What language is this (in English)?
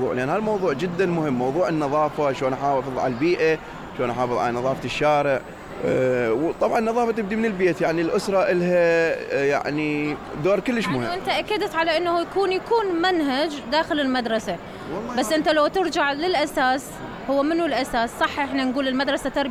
Mesopotamian Arabic